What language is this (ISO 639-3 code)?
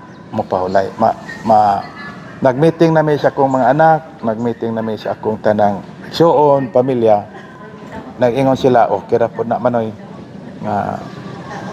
ceb